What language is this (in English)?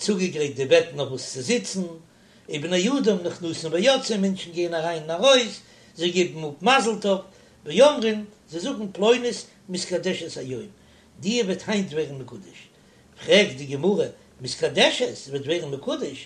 Yiddish